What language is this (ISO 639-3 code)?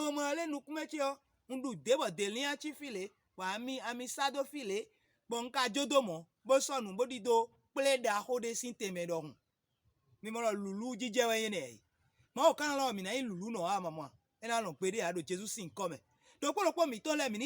fon